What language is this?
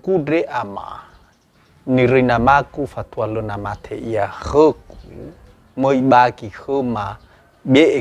Nias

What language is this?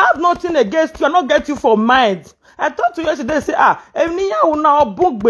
Nigerian Pidgin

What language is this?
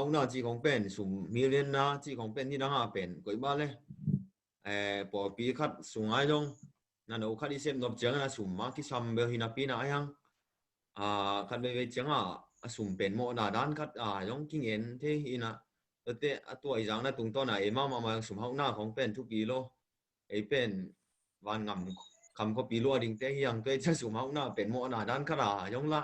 Tedim Chin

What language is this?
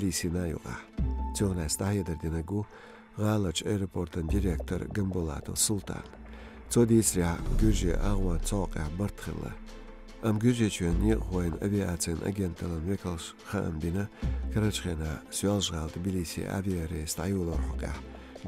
Chechen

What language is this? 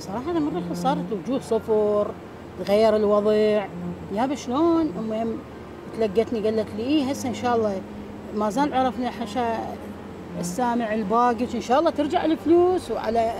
Mesopotamian Arabic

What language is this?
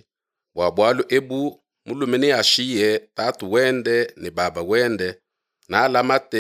Luba-Lulua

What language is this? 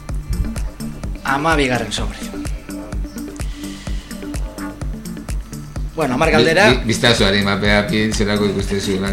Basque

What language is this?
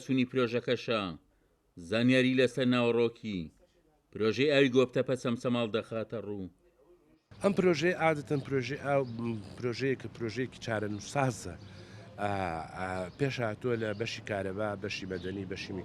Central Kurdish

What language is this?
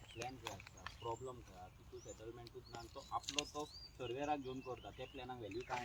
Konkani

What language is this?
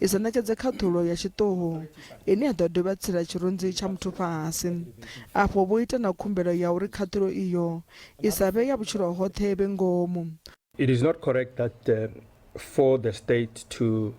Venda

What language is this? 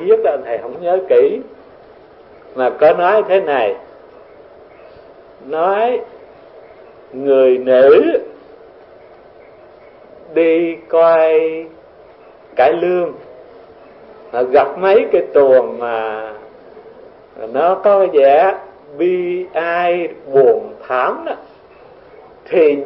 Vietnamese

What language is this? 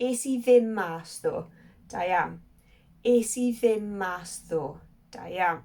Welsh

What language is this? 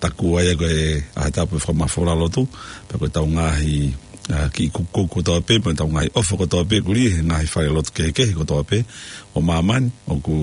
Tongan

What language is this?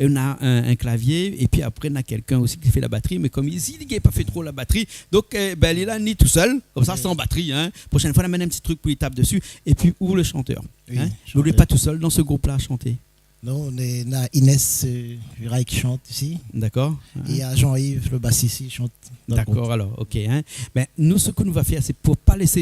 Réunion Creole French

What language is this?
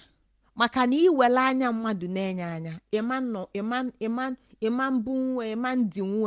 Igbo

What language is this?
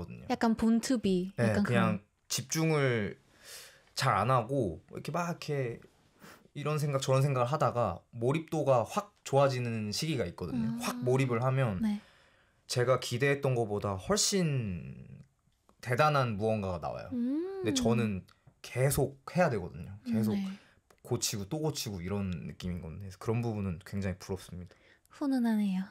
Korean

